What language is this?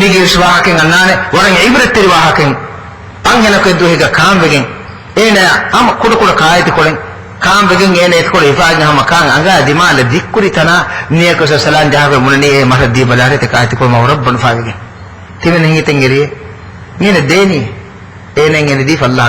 Divehi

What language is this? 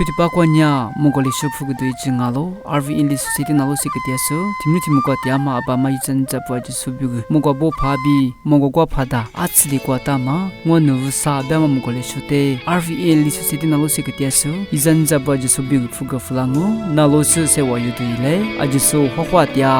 Lisu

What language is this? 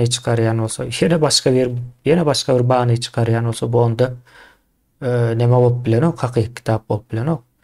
Turkmen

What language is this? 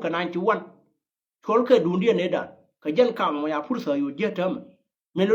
Nuer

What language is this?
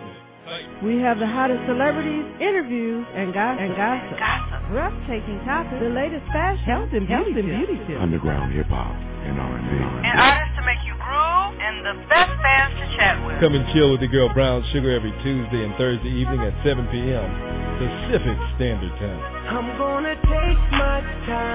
English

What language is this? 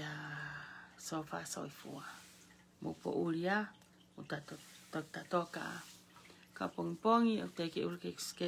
Tongan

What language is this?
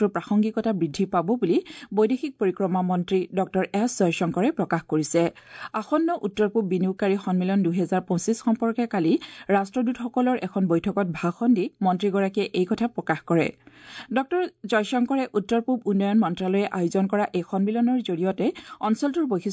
Assamese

